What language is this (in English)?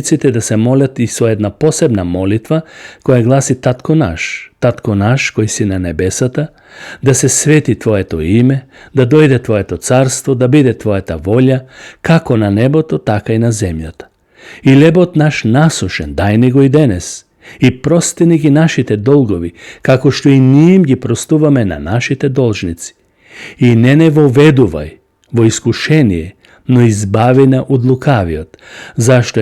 Macedonian